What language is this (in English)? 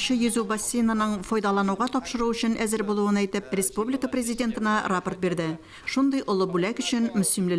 Tatar